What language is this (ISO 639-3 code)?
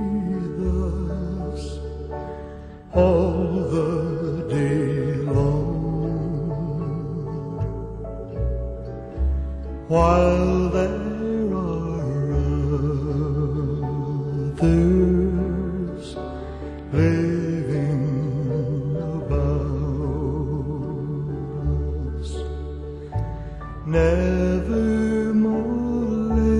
eng